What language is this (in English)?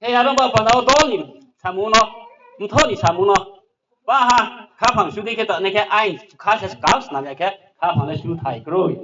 Riang (India)